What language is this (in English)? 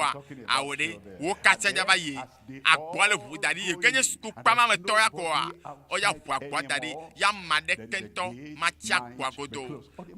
Ewe